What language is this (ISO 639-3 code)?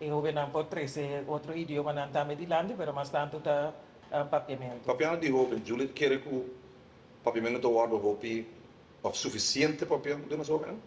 pap